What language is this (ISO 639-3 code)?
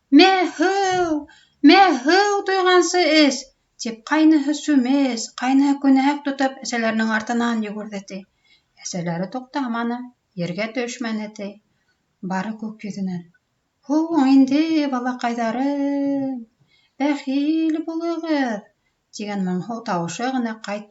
bak